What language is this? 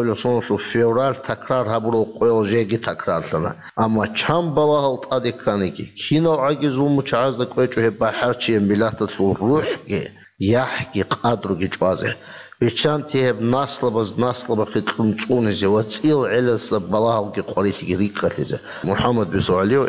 Avaric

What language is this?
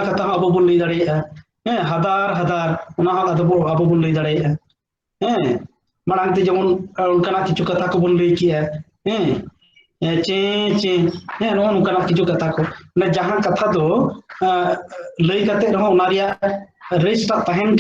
Santali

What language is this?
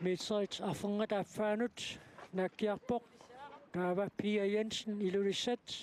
Kalaallisut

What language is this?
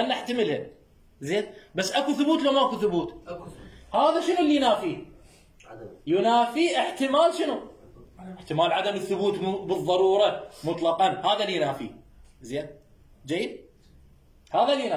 Mesopotamian Arabic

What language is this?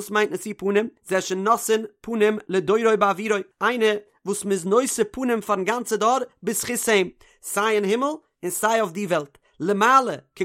Yiddish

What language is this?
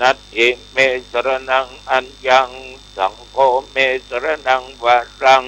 Pali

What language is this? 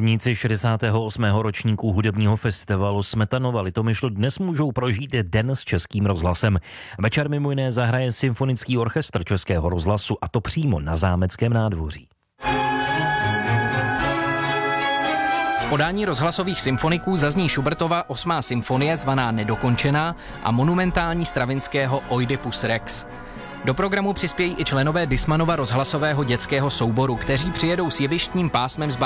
Czech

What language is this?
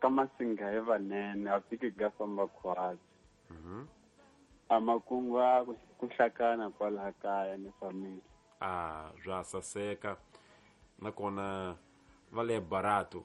Tsonga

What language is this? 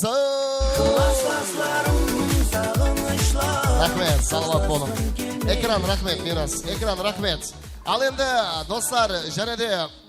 Kara-Kalpak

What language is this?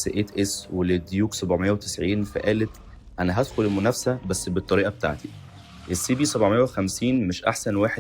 Egyptian Arabic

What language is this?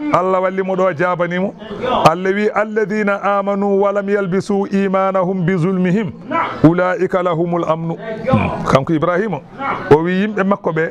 Fula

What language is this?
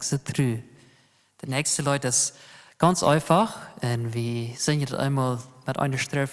Plautdietsch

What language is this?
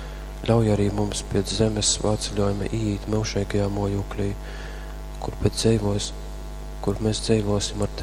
Latgalian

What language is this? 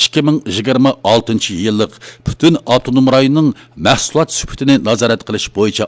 Uyghur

